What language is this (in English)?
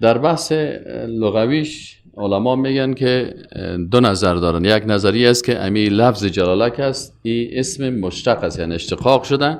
Persian